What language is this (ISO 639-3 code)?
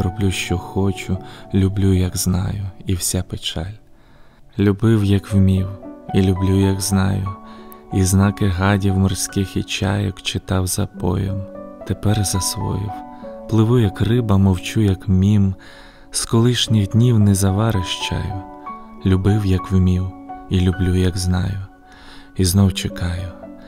ukr